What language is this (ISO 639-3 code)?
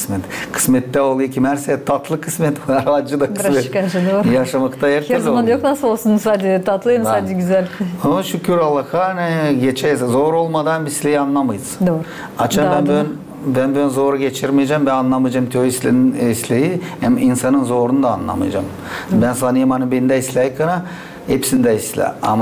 gag